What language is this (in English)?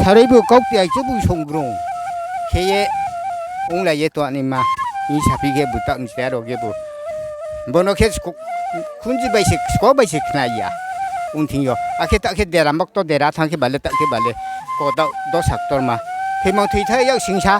Riang (India)